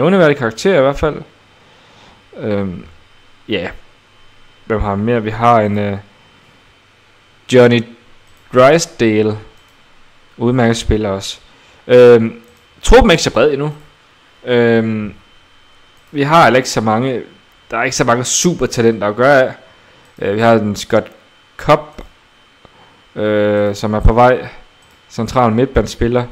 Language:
Danish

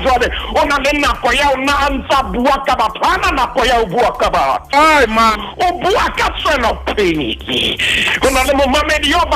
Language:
Southern Sotho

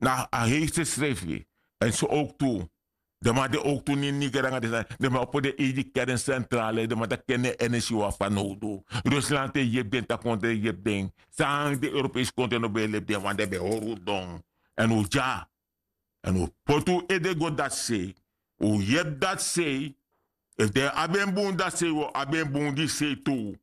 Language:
Sranan Tongo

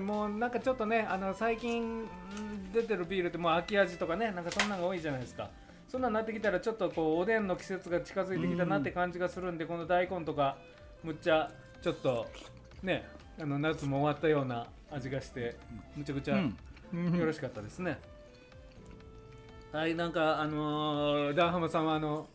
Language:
Japanese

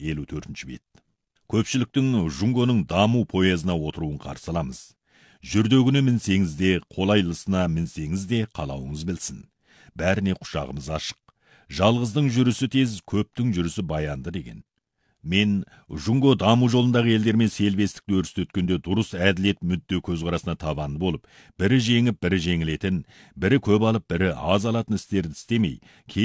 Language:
Kazakh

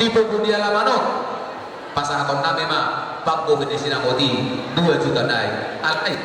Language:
Batak Toba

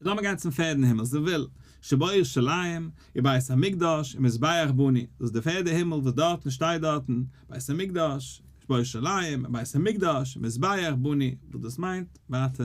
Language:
Yiddish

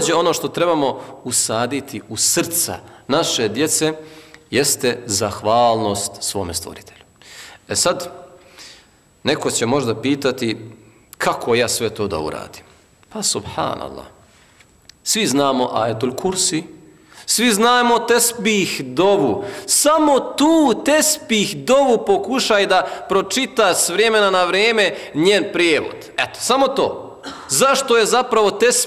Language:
Bosnian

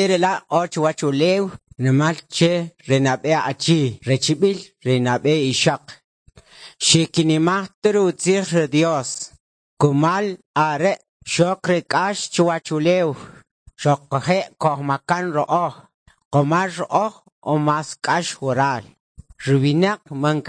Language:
Kʼicheʼ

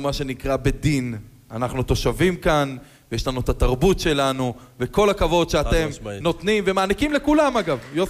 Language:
Hebrew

